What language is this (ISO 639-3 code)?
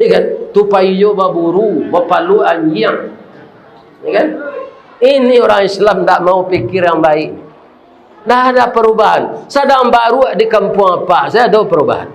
min